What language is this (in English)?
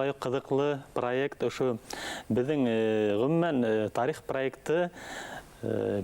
Bashkir